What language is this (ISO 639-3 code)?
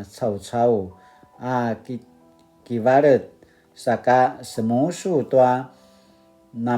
pwn